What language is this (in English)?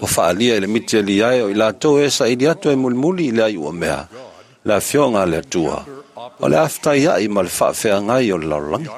Samoan